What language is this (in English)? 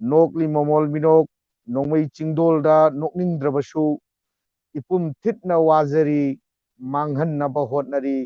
Manipuri